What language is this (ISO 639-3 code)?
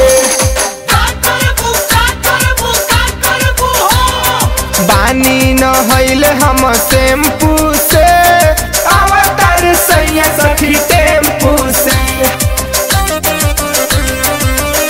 bho